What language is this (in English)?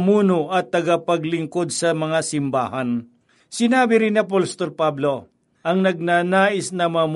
Filipino